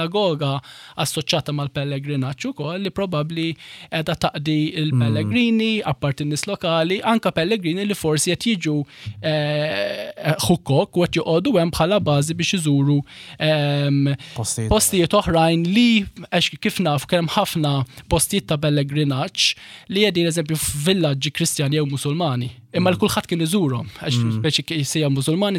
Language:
Maltese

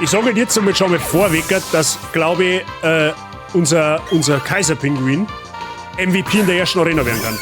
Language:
Bavarian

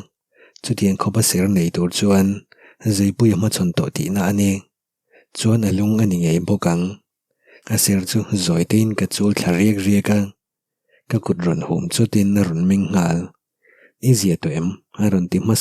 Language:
Mizo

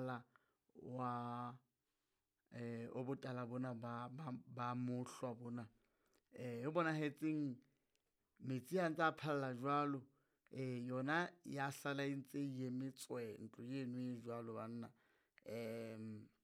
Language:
Southern Sotho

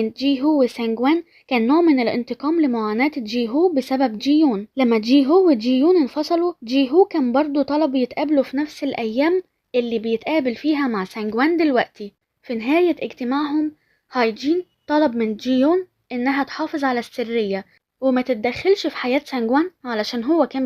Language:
Egyptian Arabic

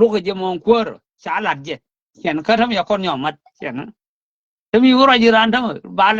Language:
Nuer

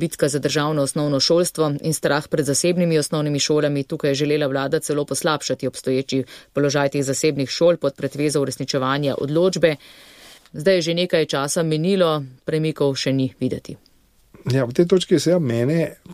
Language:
Slovenian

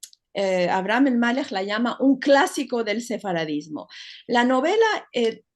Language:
Ladino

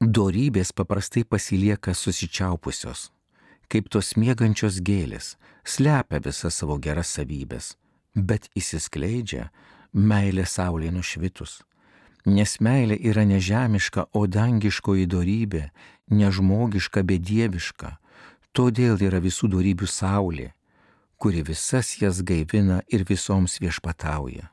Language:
Lithuanian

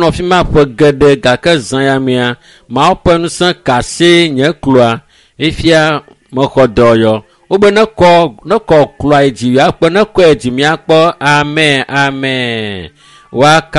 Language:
Ewe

